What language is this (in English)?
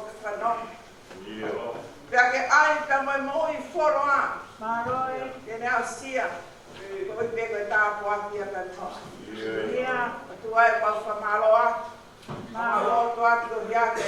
Tongan